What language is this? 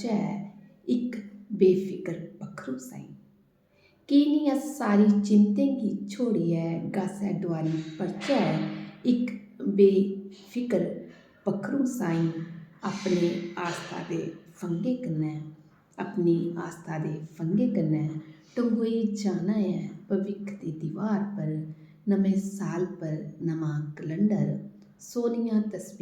Dogri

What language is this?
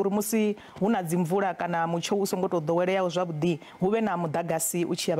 Venda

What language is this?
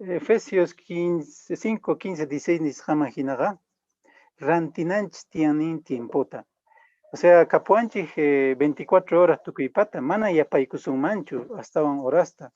Quechua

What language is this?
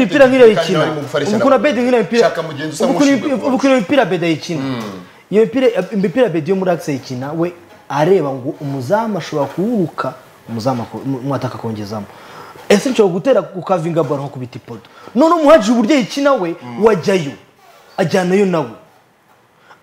Kinyarwanda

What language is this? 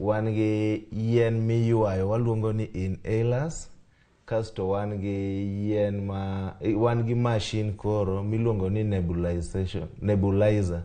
Luo (Kenya and Tanzania)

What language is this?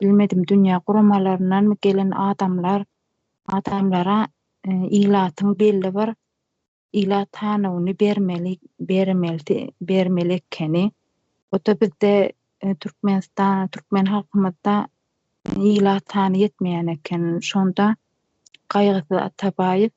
Turkmen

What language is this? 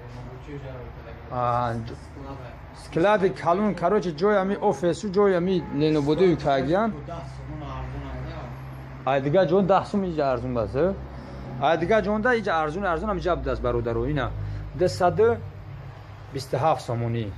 Tajik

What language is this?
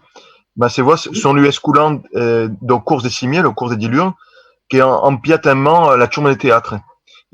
Occitan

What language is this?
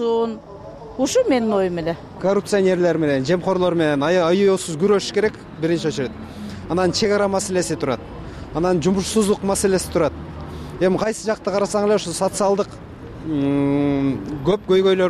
Kyrgyz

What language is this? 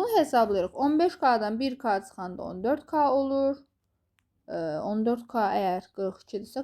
Azerbaijani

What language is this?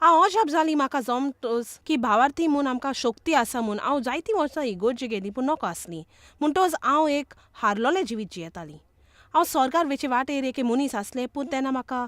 Konkani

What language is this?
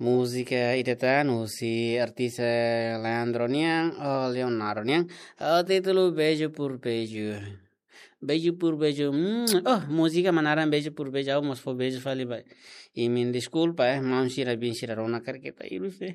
Tetum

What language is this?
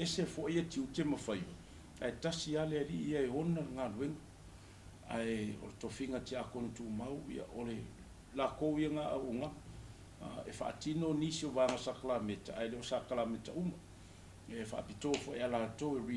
Samoan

